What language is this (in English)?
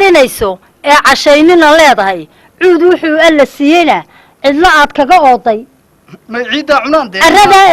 Somali